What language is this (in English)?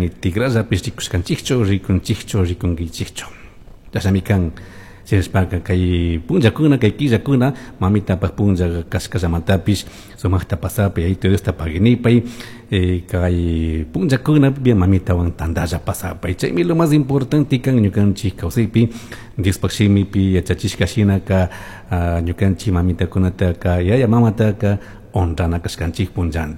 Chimborazo Highland Quichua